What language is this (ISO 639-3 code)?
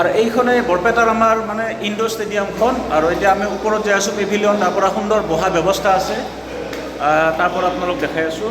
asm